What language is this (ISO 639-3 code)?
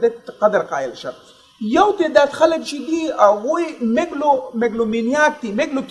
pus